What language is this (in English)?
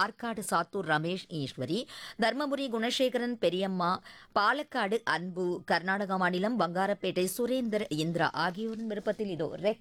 Tamil